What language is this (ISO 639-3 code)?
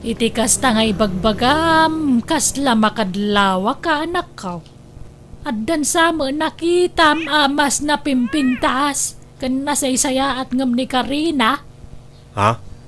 ilo